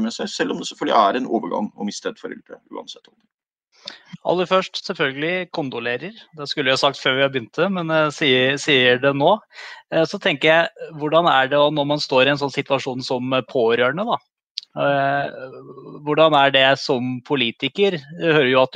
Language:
Norwegian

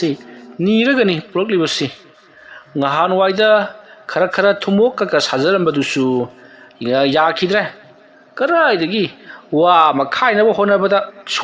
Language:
Manipuri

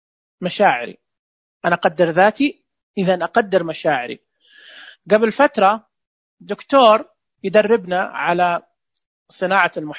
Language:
Najdi Arabic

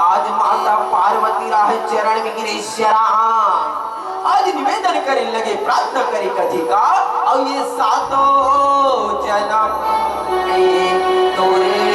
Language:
Chhattisgarhi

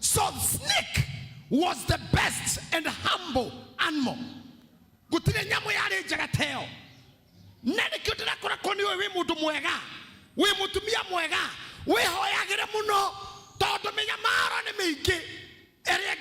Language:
Kikuyu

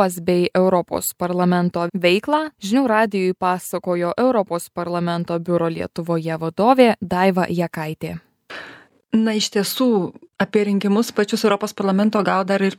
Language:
Lithuanian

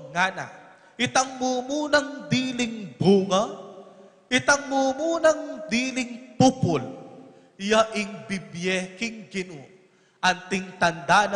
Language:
Pampanga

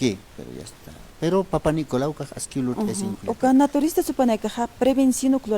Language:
Aymara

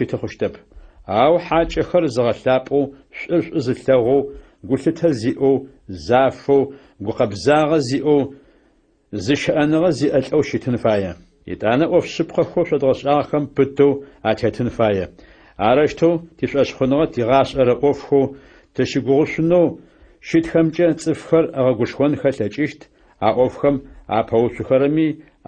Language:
Adyghe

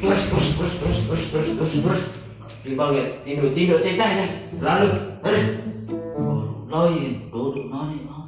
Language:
Sasak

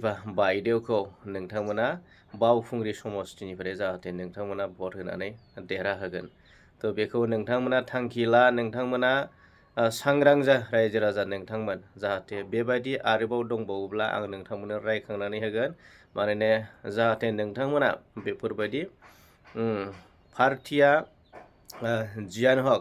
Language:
Bodo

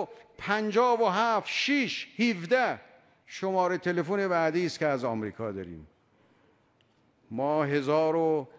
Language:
Persian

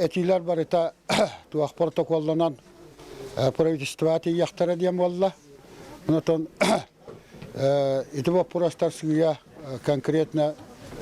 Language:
Yakut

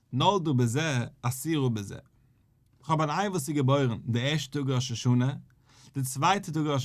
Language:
Yiddish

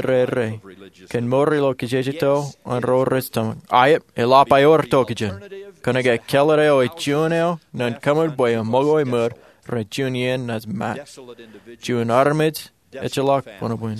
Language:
Marshallese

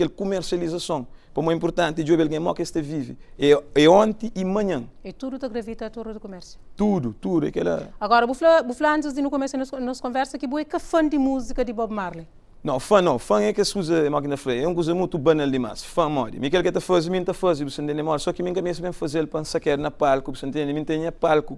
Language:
Kabuverdianu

